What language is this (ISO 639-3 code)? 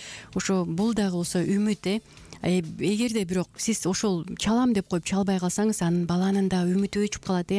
kir